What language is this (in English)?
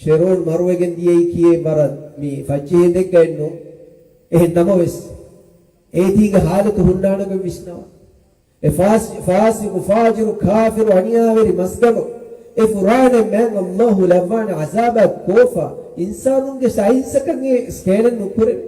Divehi